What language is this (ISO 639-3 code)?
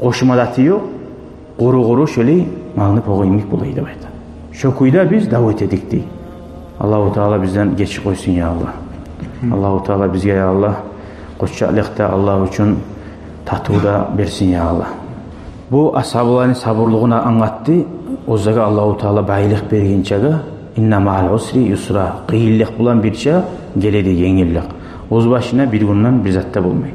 kum